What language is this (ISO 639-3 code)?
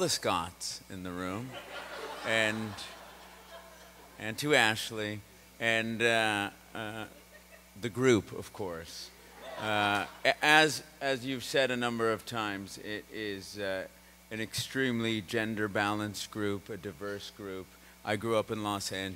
eng